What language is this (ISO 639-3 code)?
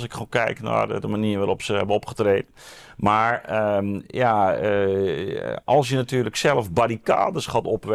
nld